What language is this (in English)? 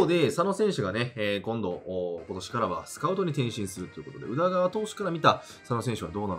Japanese